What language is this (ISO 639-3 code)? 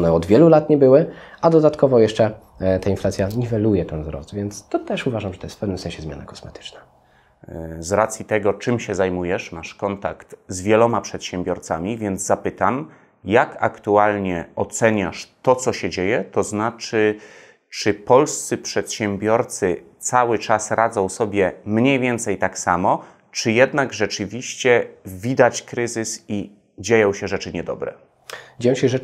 pol